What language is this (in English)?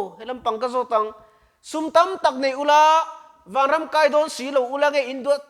Mizo